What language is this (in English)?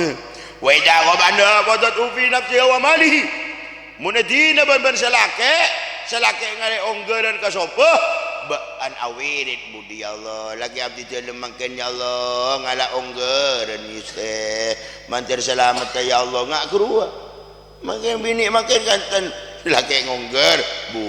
Madurese